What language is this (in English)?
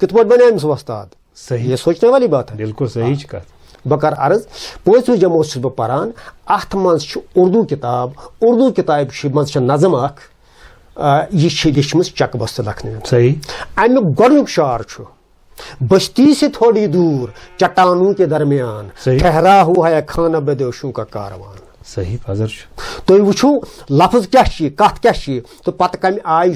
Kashmiri